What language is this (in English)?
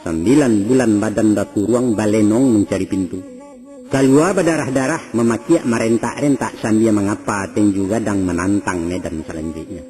Minangkabau